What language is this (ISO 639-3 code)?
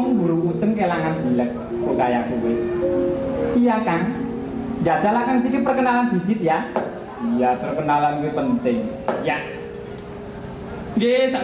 jav